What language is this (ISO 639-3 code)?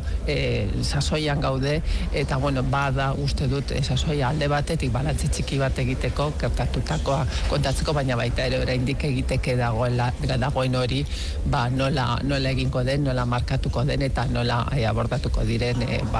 eus